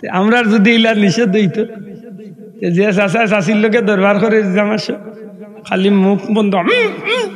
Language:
Sylheti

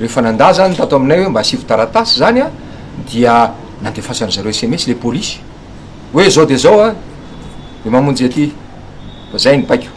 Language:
Malagasy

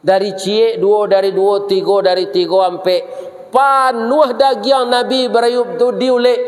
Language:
Minangkabau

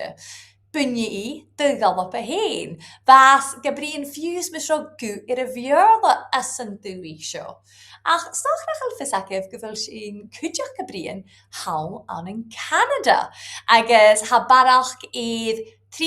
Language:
Scottish Gaelic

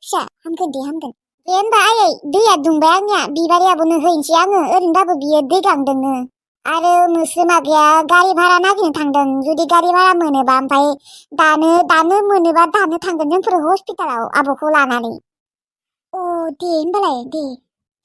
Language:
Bodo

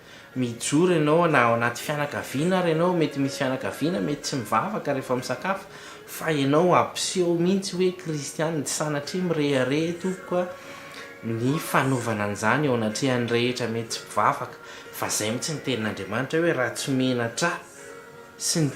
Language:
Malagasy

